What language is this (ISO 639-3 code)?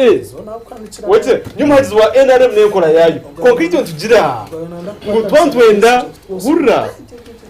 nyn